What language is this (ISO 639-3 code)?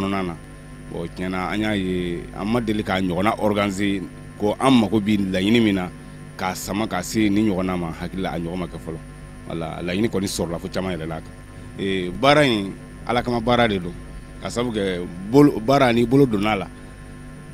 bam